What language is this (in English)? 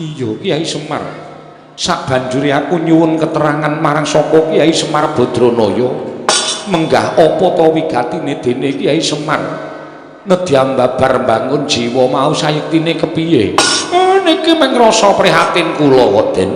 Javanese